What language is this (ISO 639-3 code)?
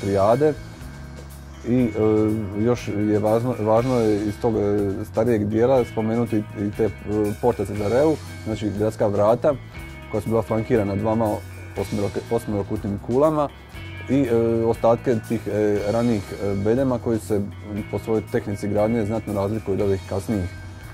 hrv